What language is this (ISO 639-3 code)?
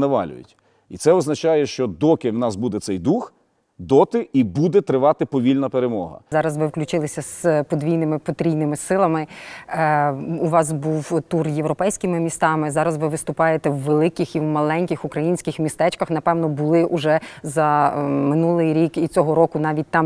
ukr